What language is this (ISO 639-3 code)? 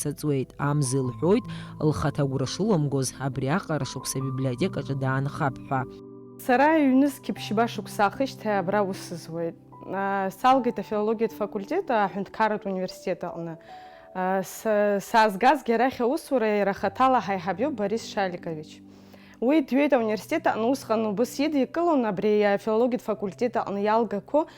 abk